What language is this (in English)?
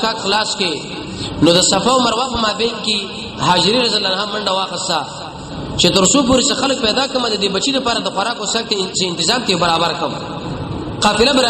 Pashto